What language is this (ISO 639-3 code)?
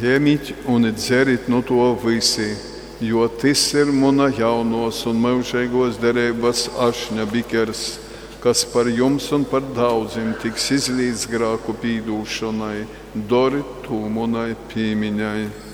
ltg